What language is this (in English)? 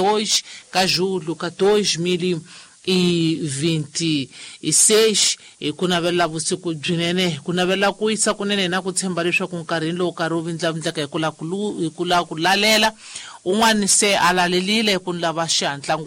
Tsonga